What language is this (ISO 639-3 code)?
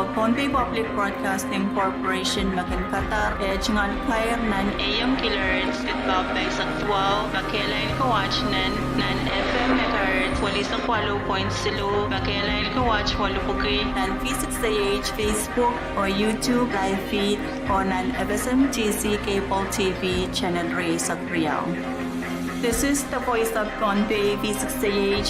pon